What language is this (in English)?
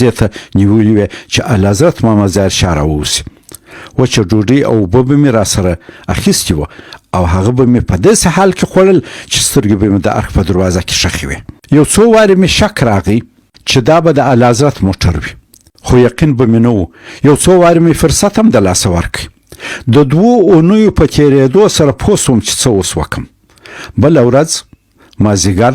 Pashto